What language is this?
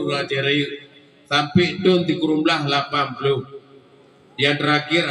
Achinese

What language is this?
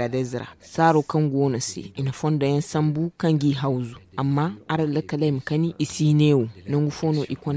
Zarma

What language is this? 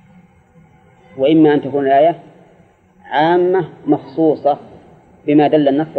Arabic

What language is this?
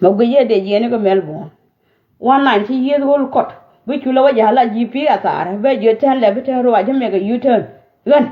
Nuer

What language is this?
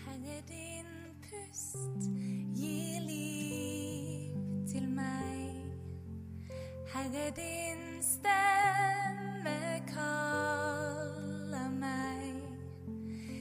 Norwegian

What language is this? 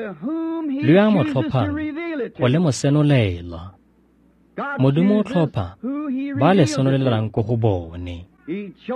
Tswana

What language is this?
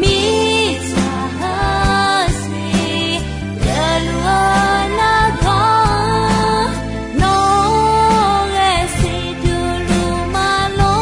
Akha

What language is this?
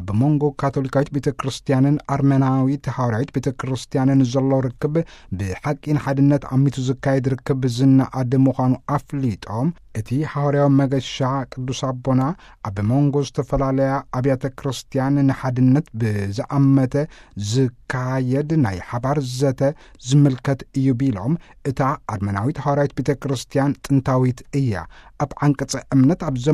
Tigrinya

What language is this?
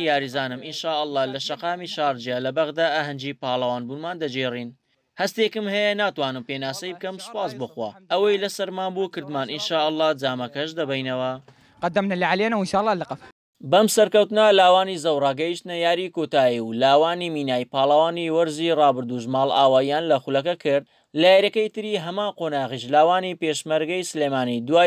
Central Kurdish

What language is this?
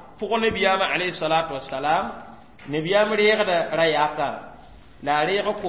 Mossi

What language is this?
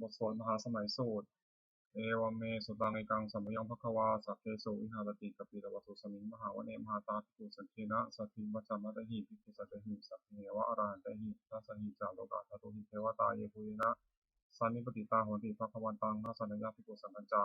Pali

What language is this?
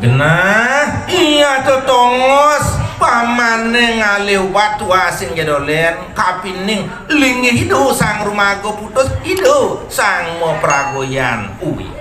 Balinese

